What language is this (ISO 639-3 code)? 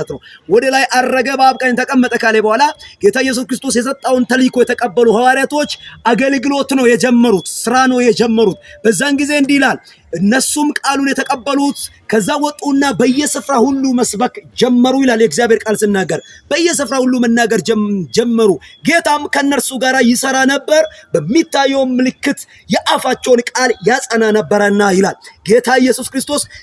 amh